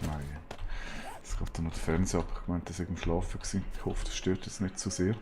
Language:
Swiss German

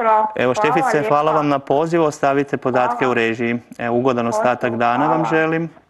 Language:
Croatian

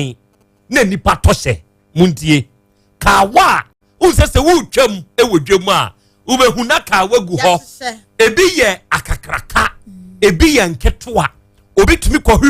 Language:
Akan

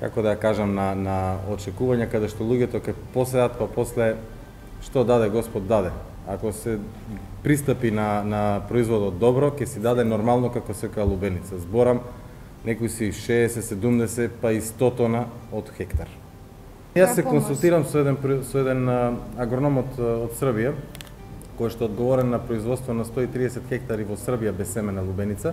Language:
Macedonian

